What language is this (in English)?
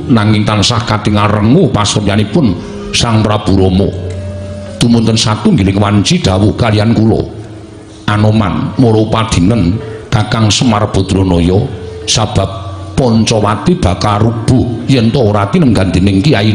Javanese